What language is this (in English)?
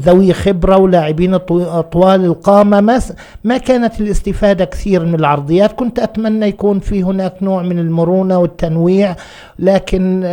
North Levantine Arabic